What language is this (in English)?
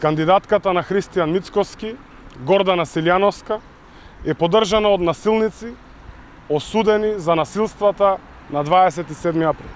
Macedonian